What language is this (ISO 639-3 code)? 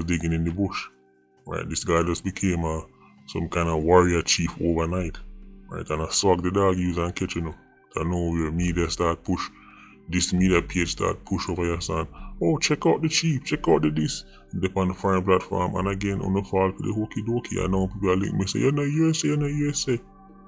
jam